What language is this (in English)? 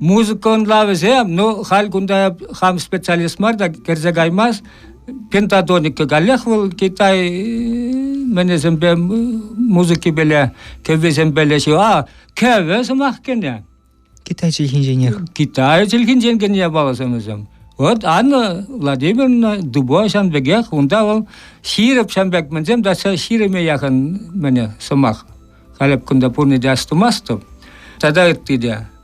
Chuvash